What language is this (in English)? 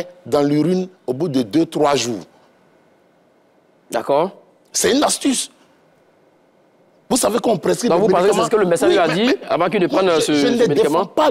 French